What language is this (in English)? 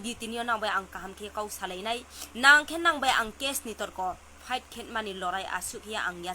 Riang (India)